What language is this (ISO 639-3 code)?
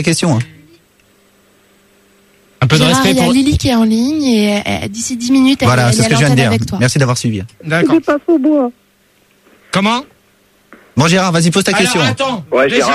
fra